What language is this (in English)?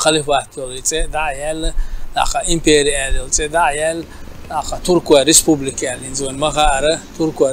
Chechen